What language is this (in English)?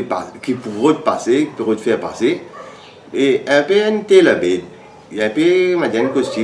Morisyen